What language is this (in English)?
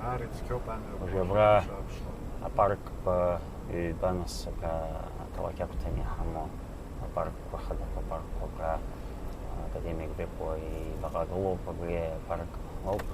Abkhazian